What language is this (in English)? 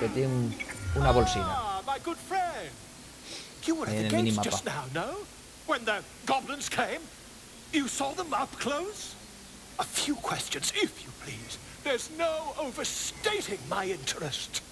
Asturian